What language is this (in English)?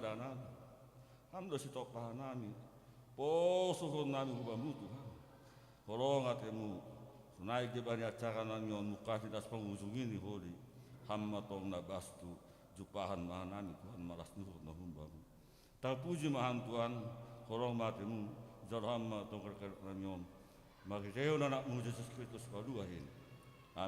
Batak Simalungun